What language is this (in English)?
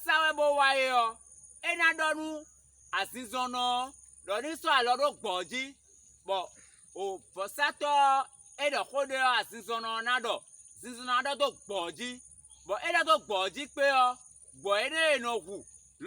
Fon